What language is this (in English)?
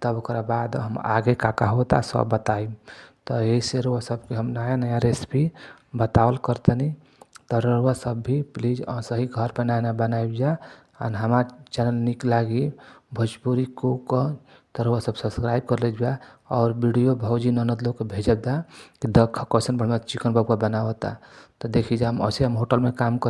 Bhojpuri